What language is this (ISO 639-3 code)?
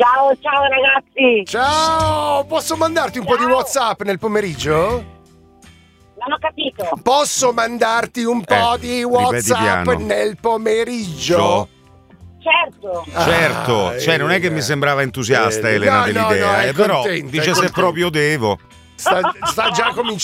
ita